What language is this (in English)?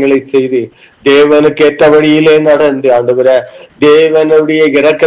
Tamil